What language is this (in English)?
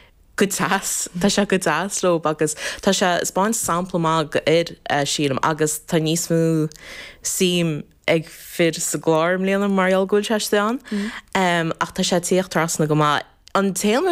Irish